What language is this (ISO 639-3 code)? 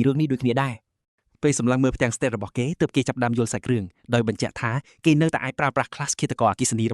khm